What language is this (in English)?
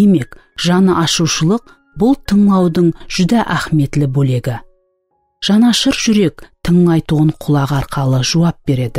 Kara-Kalpak